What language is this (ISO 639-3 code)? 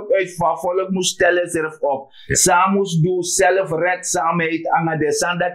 srn